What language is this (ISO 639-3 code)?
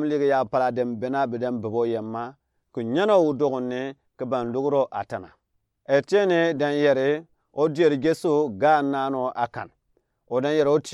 gux